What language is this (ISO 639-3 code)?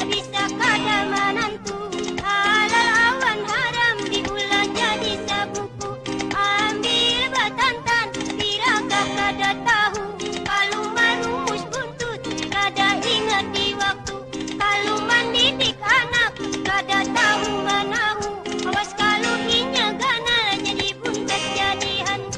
bjn